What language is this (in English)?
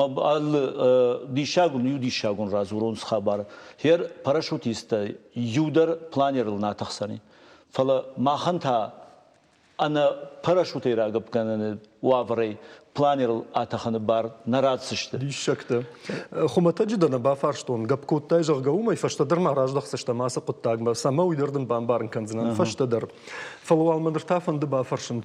Ossetic